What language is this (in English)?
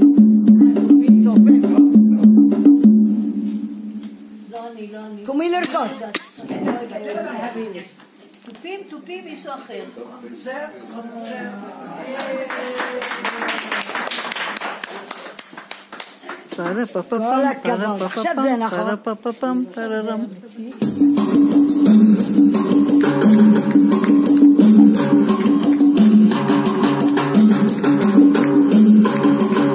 Hebrew